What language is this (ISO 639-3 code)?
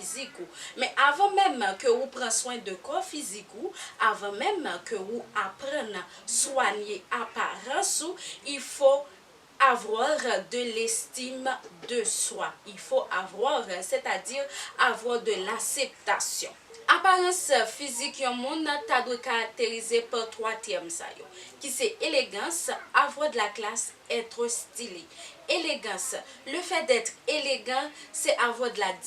hat